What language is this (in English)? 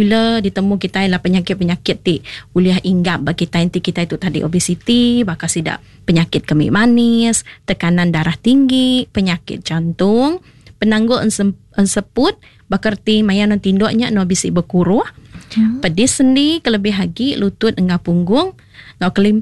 Iban